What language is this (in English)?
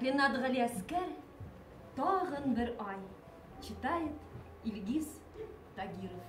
Bashkir